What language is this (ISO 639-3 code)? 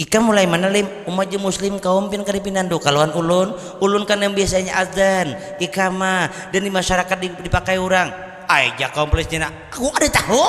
bjn